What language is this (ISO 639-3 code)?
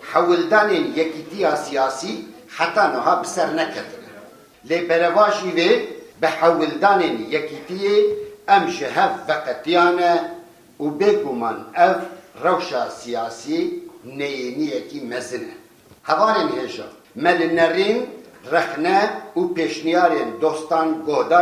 kur